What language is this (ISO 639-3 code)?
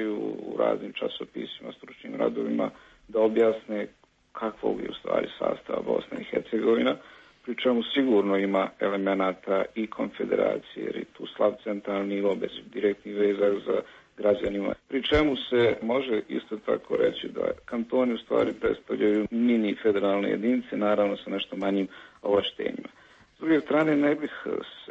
bos